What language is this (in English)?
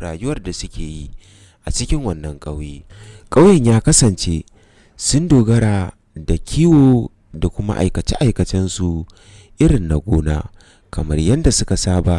Hausa